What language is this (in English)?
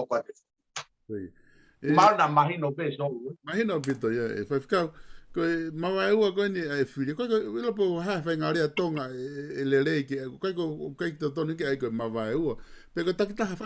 Tongan